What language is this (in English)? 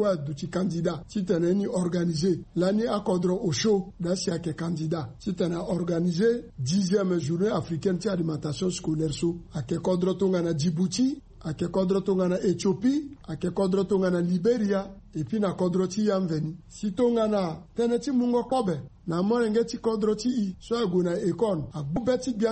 Sango